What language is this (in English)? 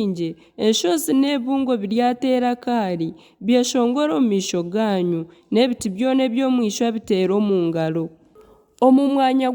Nyankole